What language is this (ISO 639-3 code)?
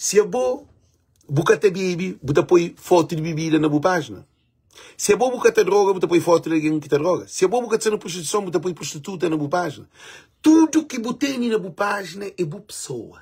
kea